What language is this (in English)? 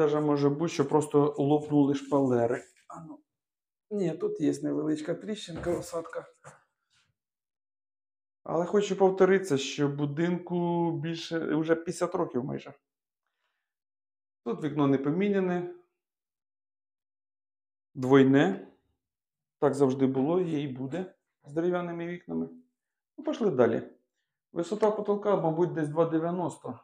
Ukrainian